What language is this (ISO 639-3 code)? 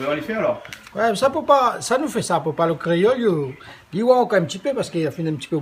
rcf